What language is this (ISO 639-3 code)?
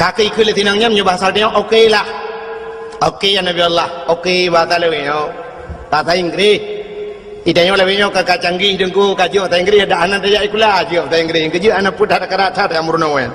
ace